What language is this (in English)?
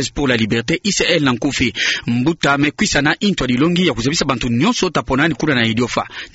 Kituba (Democratic Republic of Congo)